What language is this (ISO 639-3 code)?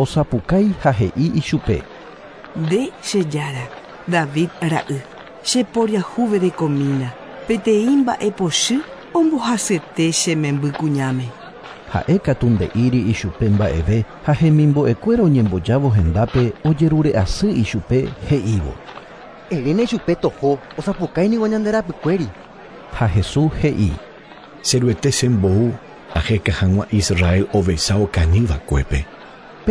grn